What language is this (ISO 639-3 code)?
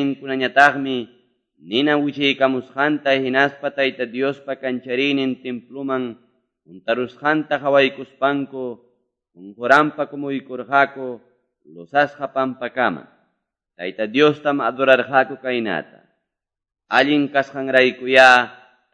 que